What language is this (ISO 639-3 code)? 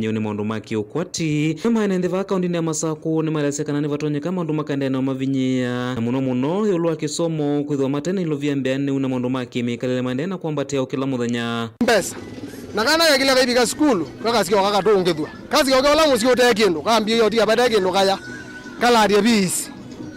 kam